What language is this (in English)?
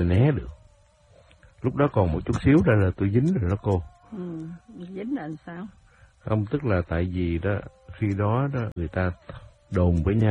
Vietnamese